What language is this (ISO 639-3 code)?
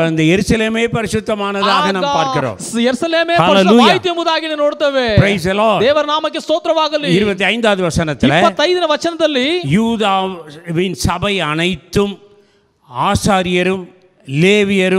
tam